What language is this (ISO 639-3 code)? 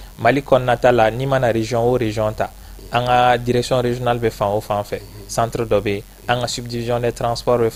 bam